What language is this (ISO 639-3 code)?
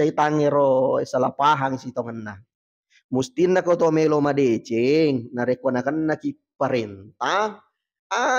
bug